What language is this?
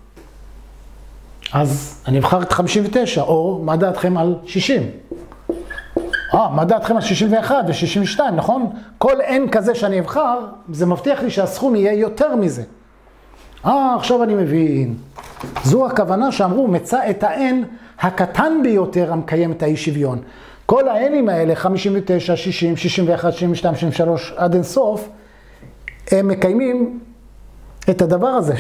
Hebrew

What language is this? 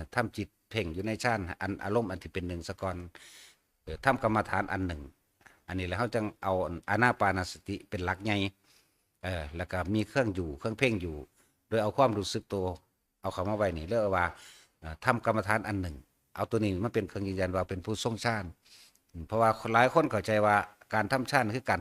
Northeastern Thai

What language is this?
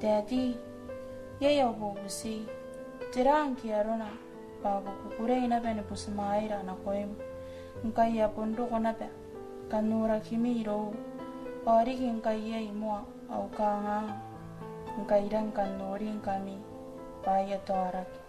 Gilbertese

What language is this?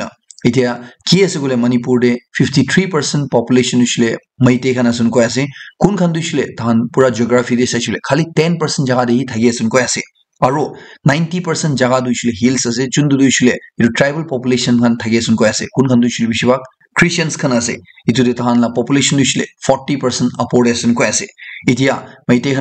Naga Pidgin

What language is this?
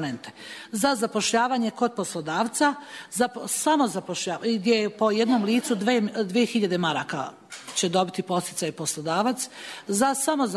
Serbian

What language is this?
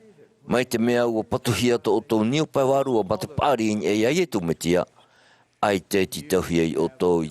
Tahitian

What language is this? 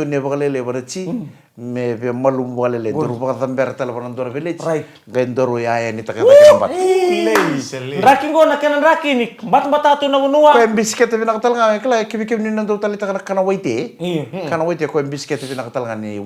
Fijian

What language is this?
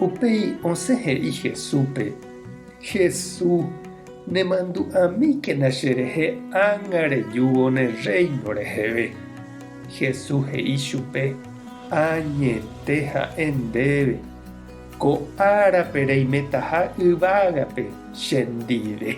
Guarani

